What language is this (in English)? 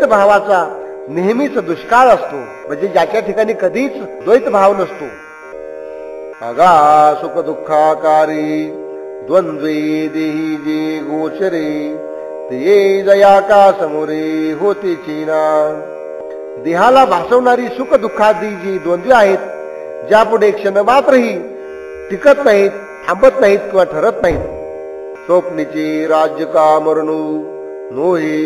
Marathi